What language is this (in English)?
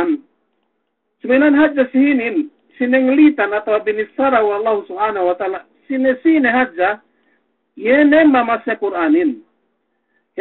Yakan